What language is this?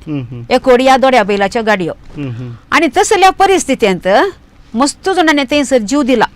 Konkani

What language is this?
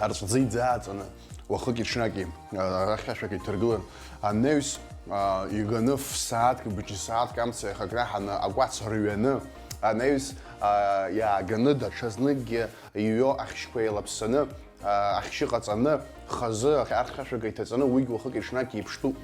Abkhazian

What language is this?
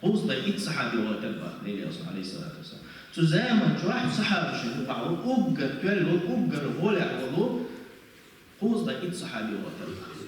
Chechen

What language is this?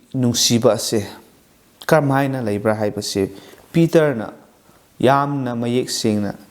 Manipuri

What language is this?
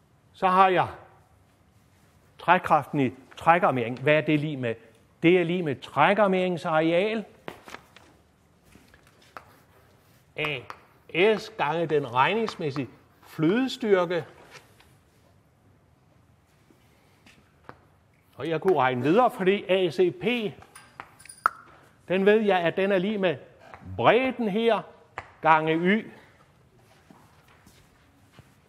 Danish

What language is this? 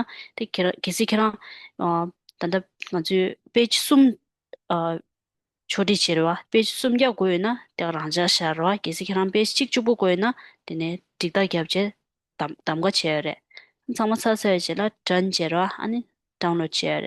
Tibetan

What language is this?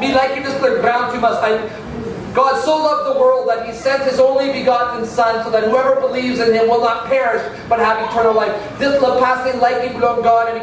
Tok Pisin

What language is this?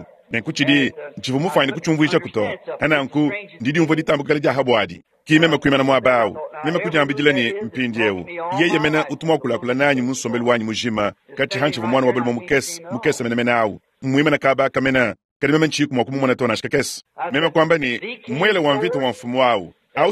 Luba-Lulua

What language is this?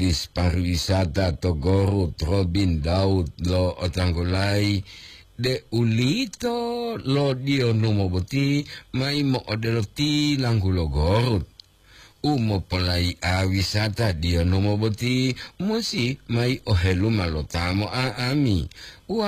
Gorontalo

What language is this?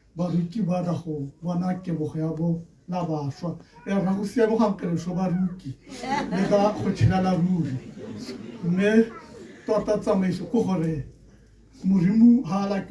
Tswana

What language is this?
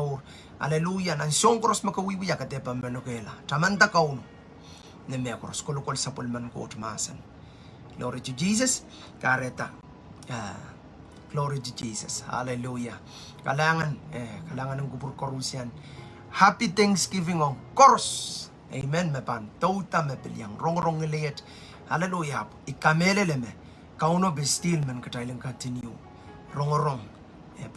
Pohnpeian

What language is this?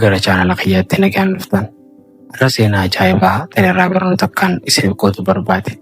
Oromo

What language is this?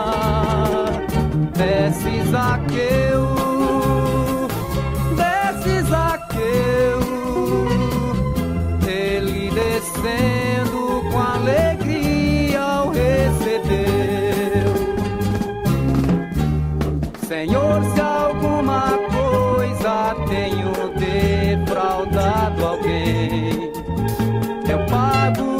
Portuguese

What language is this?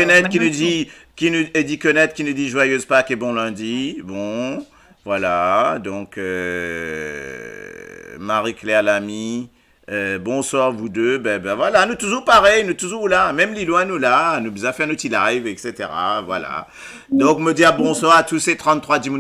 Morisyen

